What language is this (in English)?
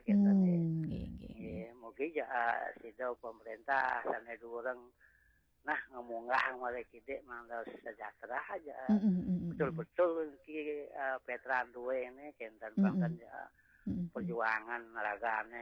Balinese